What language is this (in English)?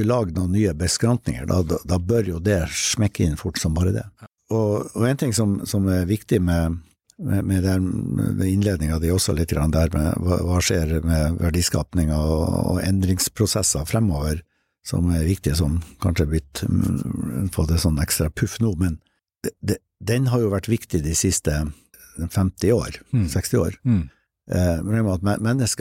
Norwegian